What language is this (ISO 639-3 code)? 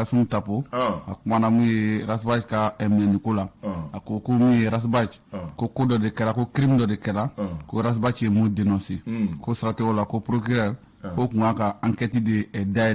bam